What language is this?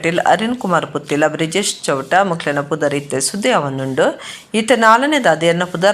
Tulu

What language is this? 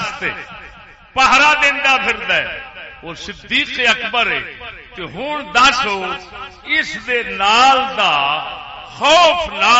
Saraiki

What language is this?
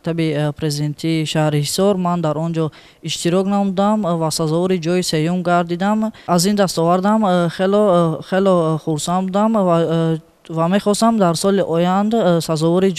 Tajik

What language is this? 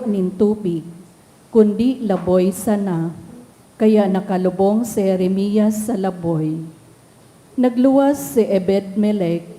Bikol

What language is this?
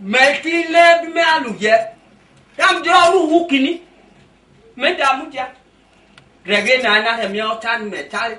Esan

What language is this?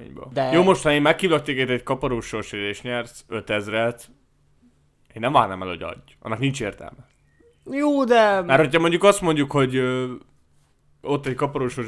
Hungarian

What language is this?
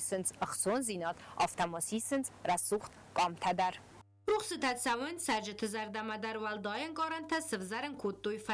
Ossetic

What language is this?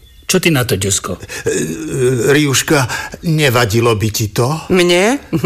Slovak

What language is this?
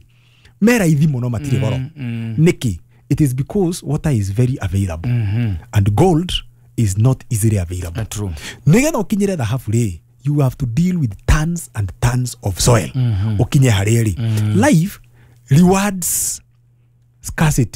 Kikuyu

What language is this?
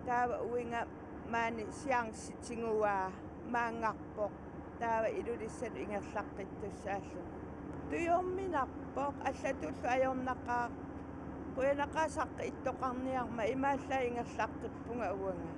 Kalaallisut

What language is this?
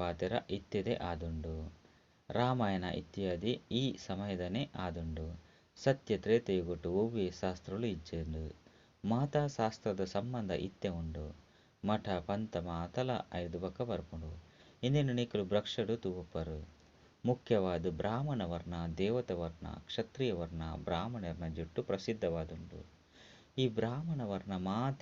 Tulu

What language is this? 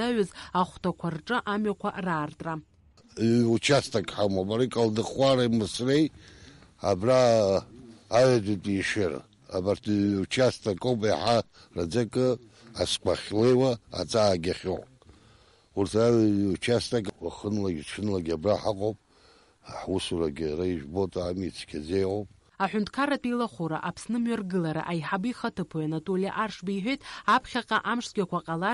Abkhazian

